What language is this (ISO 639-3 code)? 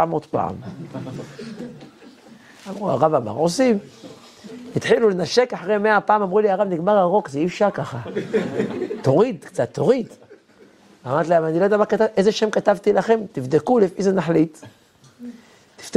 heb